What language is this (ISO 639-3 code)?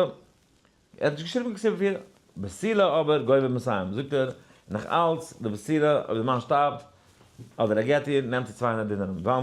yid